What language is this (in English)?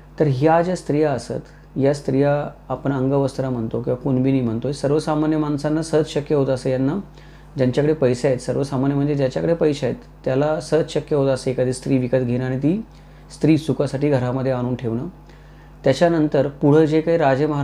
Marathi